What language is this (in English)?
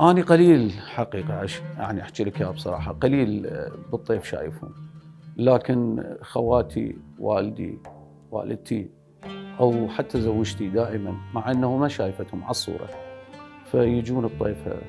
Mesopotamian Arabic